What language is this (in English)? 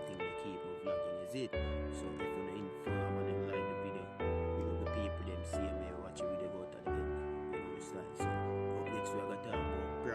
Jamaican Creole English